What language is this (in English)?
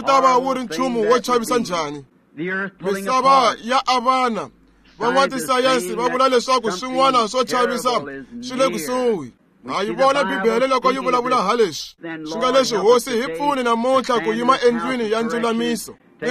Tsonga